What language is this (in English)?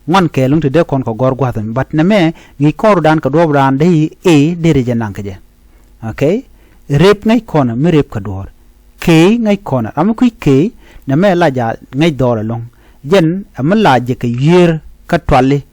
Nuer